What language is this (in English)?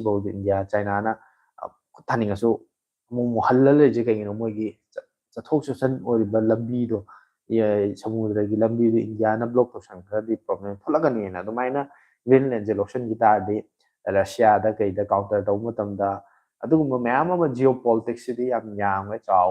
Manipuri